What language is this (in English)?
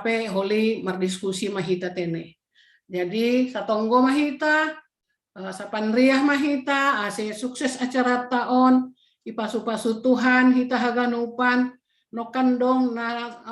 Batak Simalungun